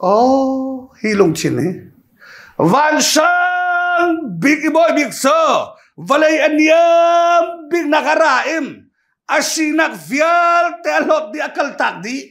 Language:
Hakha Chin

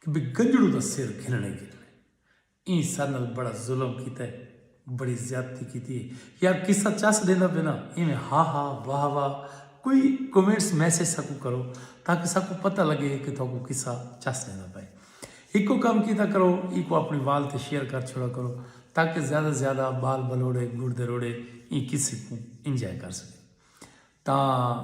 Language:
Saraiki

